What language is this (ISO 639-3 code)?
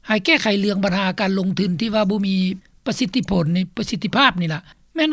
lao